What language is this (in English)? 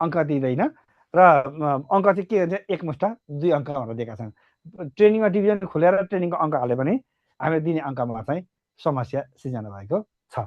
Nepali